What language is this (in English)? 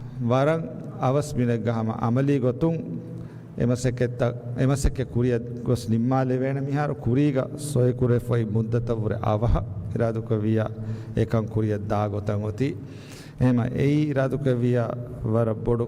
Divehi